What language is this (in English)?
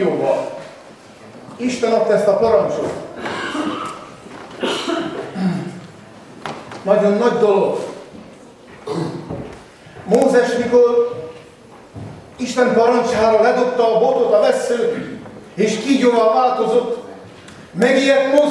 Hungarian